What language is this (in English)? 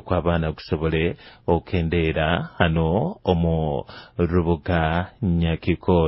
Nyoro